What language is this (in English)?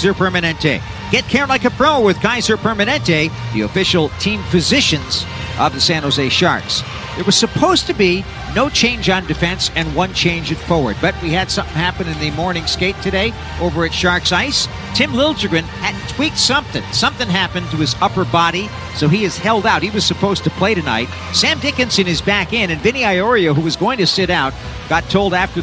English